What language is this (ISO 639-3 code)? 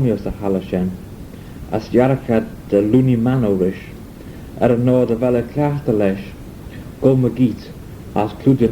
glv